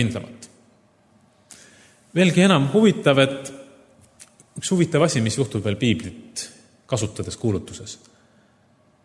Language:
Estonian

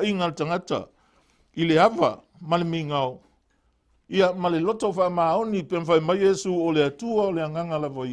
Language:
Samoan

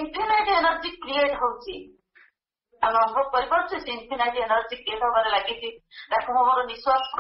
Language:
Odia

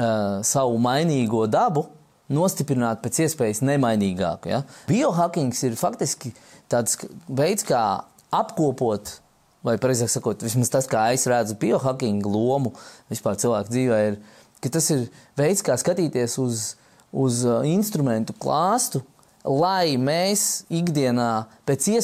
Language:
Latvian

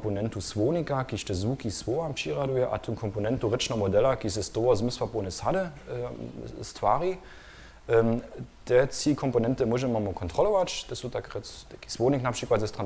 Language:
Upper Sorbian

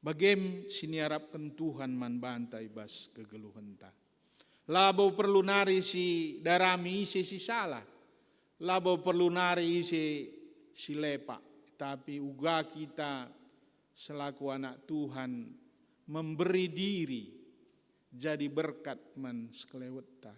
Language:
Batak Karo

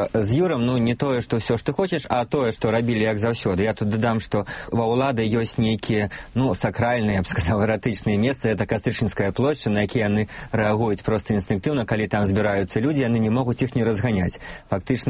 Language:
Belarusian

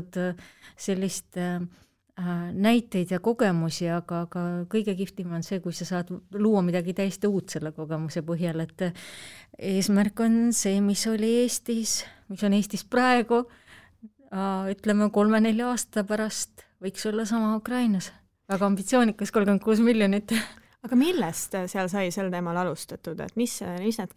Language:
Estonian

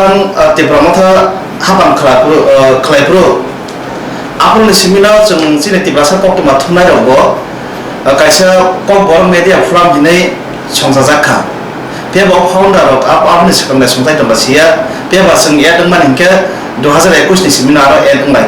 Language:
Riang (India)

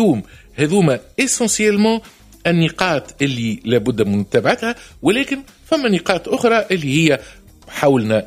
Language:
Tunisian Arabic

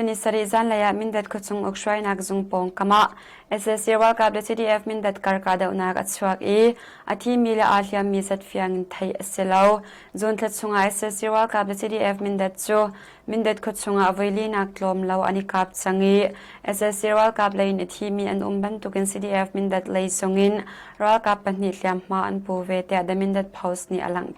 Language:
Hakha Chin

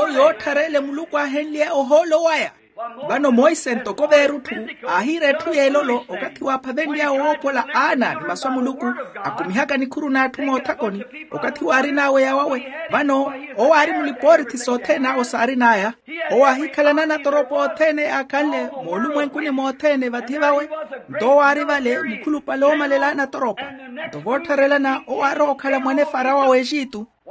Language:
Makhuwa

